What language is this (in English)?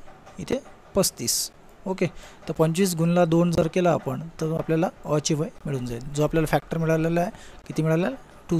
Marathi